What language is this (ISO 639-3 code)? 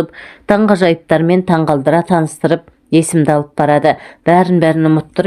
kaz